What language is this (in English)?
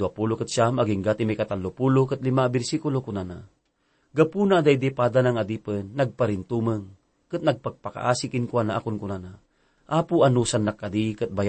Iloko